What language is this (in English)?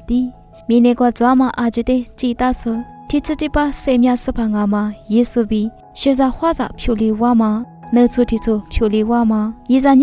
Lisu